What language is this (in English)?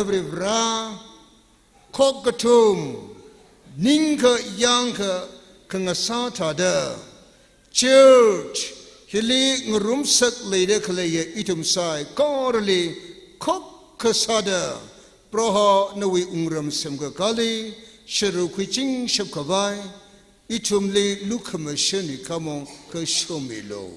Tangkhul Naga (India)